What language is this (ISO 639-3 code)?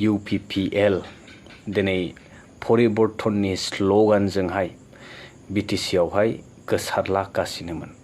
brx